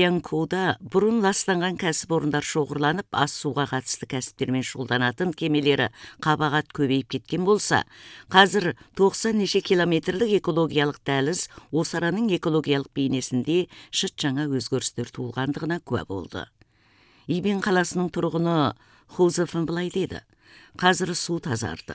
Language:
Kazakh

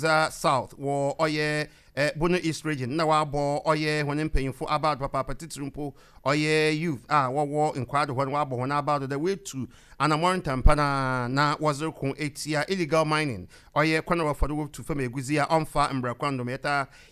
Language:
Akan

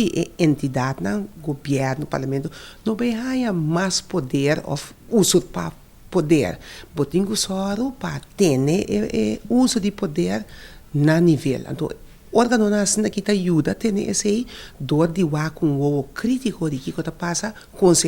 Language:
Papiamento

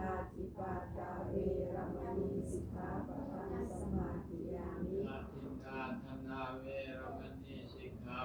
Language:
Pali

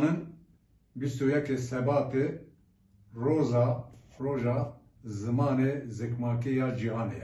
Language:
Kurdish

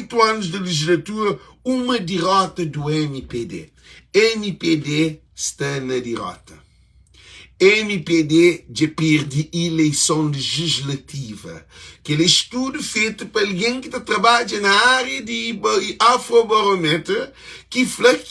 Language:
Kabuverdianu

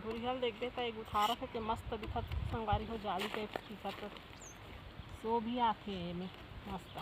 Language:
Chhattisgarhi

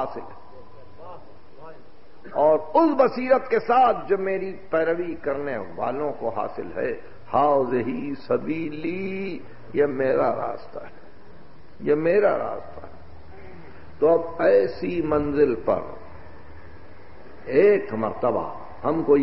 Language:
Urdu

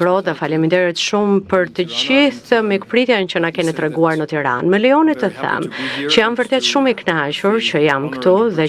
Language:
Albanian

